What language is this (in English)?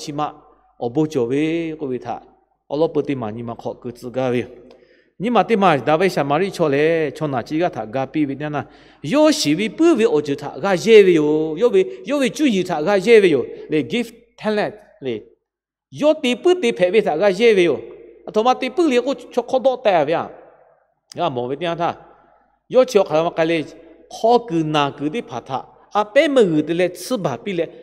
Lahu